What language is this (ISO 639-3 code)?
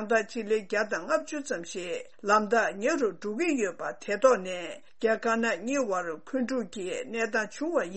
bod